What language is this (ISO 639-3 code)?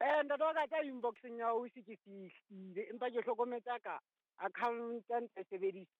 sot